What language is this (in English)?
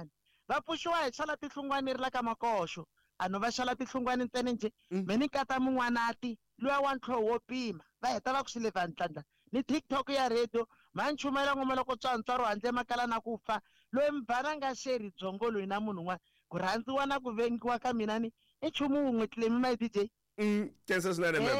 Tsonga